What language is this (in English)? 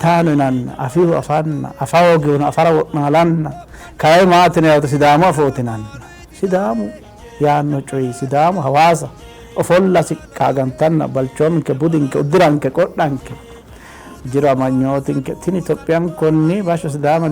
Sidamo